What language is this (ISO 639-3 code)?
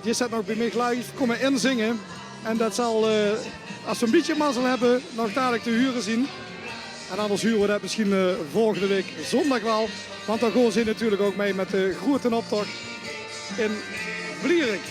lim